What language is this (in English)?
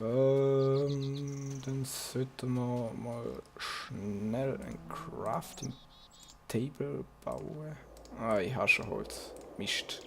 Swiss German